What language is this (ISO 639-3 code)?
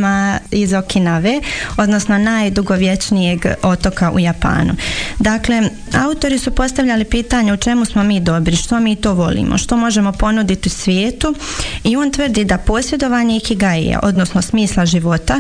hrv